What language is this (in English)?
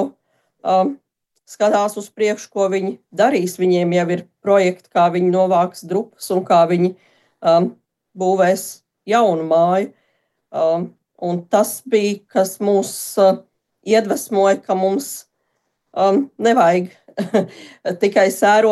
Latvian